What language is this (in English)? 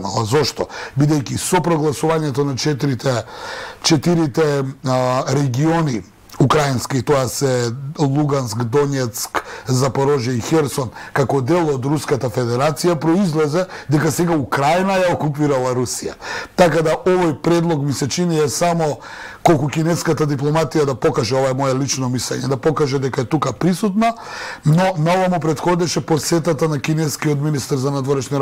Macedonian